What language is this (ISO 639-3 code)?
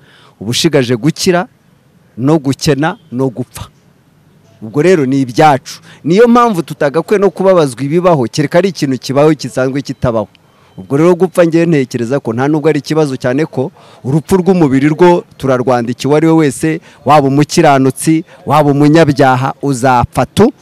kin